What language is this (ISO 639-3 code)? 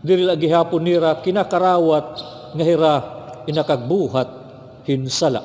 war